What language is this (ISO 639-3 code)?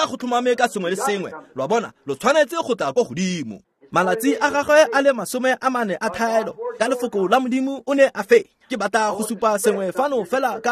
tsn